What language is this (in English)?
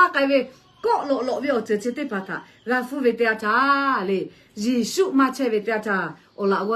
Lahu